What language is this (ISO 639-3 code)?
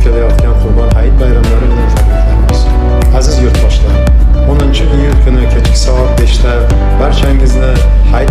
tuk